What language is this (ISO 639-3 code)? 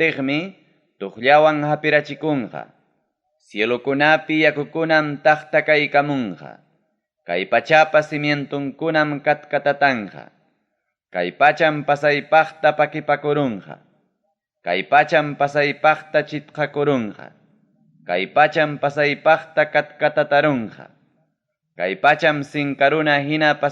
quy